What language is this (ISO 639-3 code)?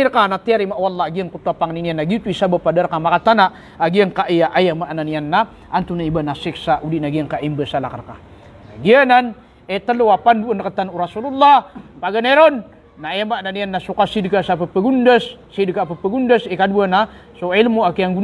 mrw